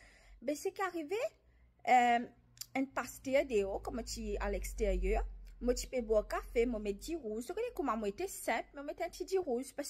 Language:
Morisyen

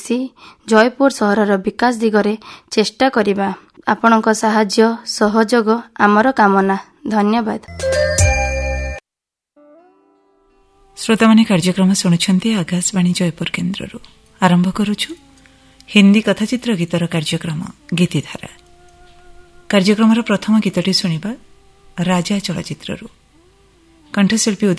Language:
Odia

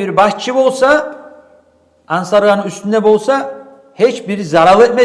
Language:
Kumyk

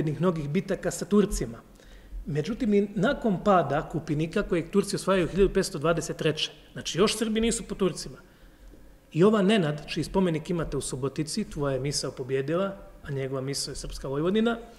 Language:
Croatian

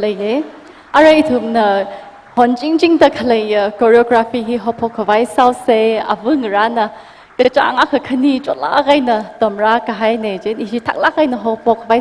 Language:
Tangkhul Naga (India)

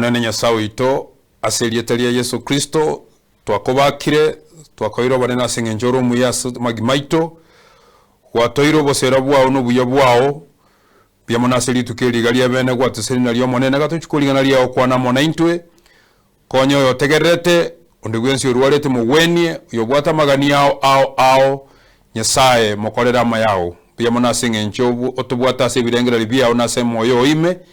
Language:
Gusii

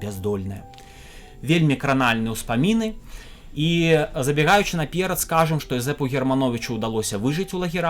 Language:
Belarusian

